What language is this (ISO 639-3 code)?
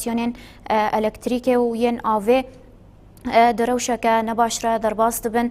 kur